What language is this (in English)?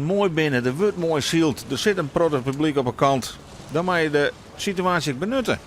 Western Frisian